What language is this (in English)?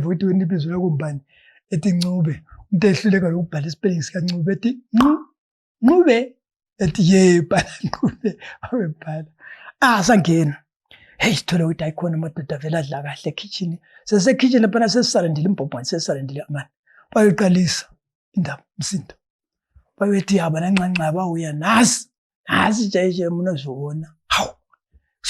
North Ndebele